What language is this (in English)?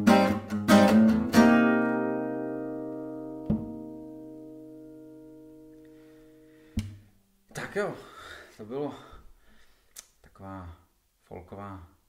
Czech